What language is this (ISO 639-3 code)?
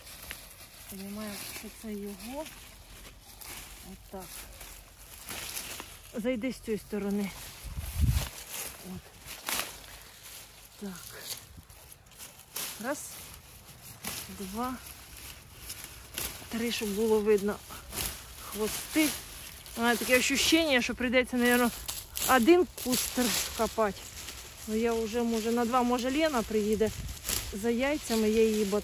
ukr